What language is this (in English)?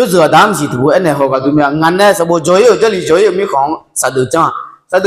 Akha